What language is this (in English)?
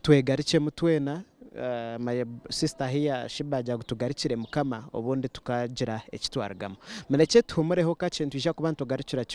Nyankole